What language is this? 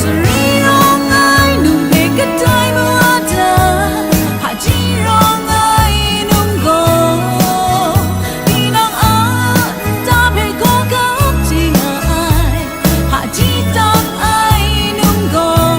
Kachin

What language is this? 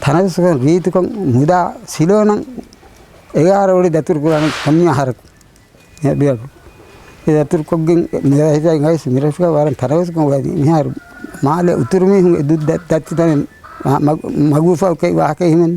Divehi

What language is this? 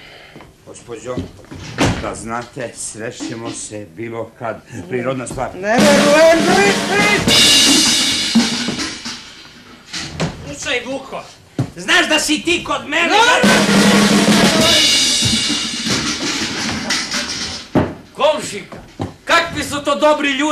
Serbian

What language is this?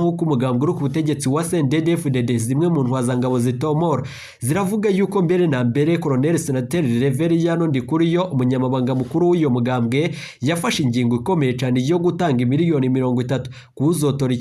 Rundi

